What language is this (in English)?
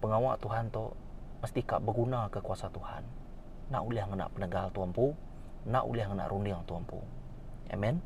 Iban